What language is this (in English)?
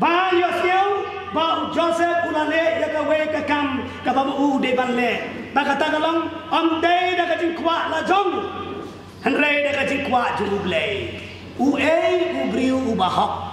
Khasi